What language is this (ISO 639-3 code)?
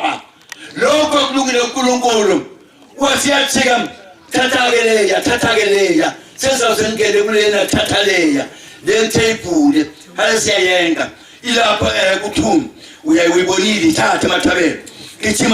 zul